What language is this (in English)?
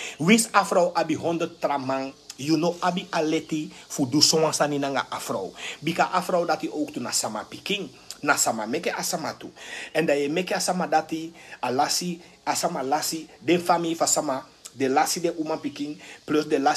Sranan Tongo